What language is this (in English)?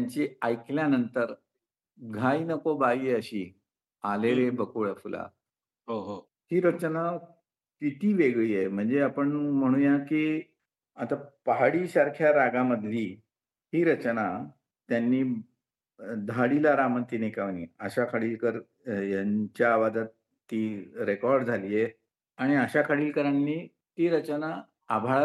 Marathi